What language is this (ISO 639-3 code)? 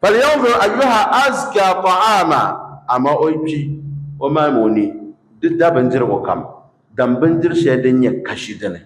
dag